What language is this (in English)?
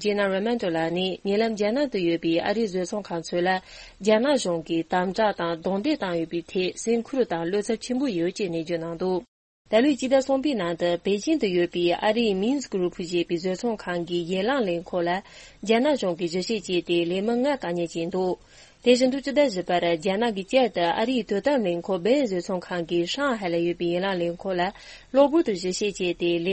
Tibetan